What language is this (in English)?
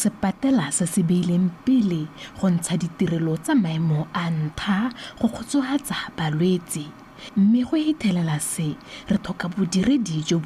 Tswana